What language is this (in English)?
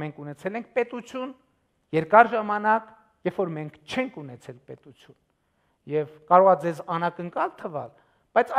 Armenian